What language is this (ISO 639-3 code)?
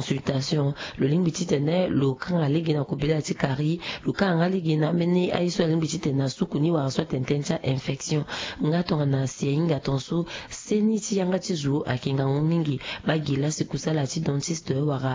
sag